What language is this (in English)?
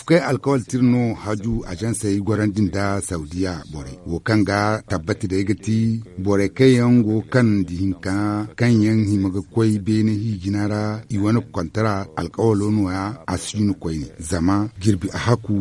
Zarma